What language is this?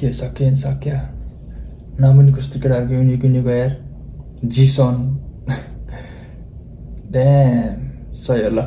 Nepali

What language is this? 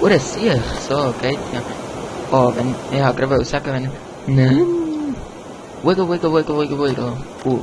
Swiss German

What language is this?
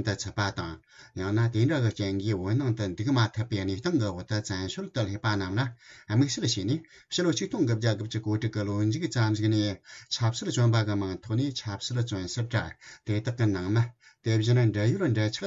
Tibetan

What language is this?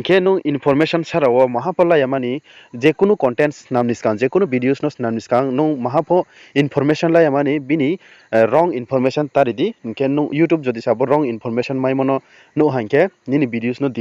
Riang (India)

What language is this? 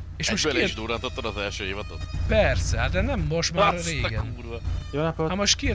Hungarian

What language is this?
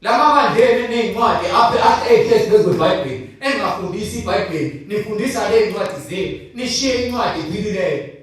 Zulu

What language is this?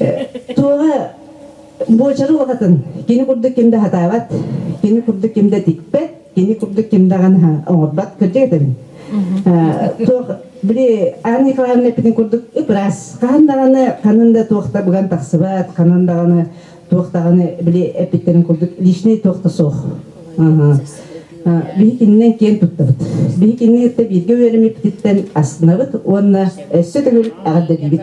Yakut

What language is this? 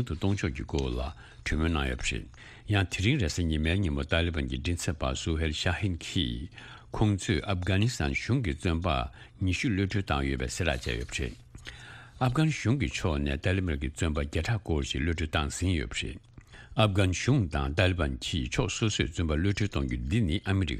Tibetan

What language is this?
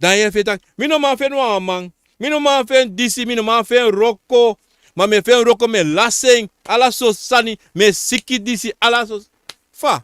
Sranan Tongo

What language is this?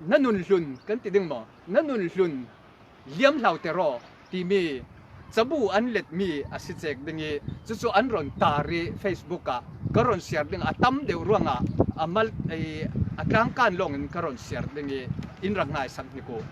Falam Chin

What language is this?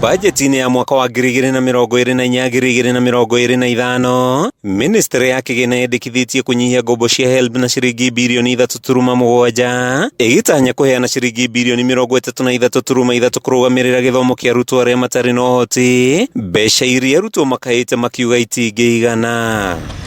Kikuyu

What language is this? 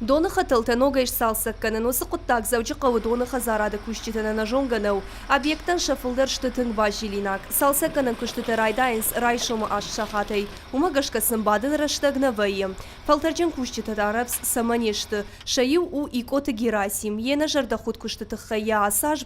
Ossetic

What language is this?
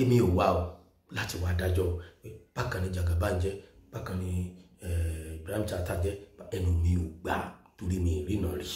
Yoruba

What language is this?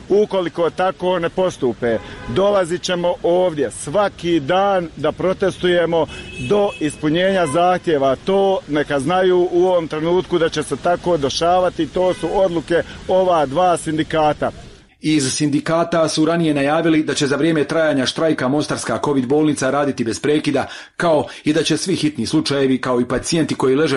Bosnian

